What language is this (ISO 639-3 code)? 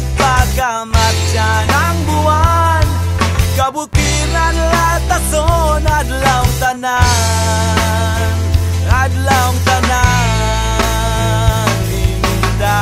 ceb